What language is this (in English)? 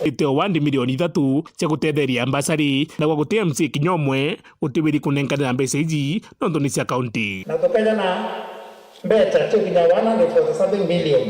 Meru